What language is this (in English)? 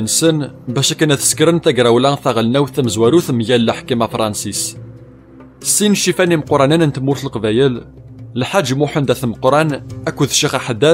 Kabyle